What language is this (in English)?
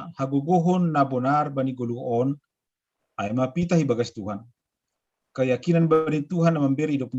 Batak Simalungun